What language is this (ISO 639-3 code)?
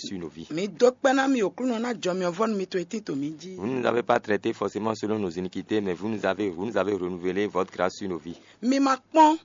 fon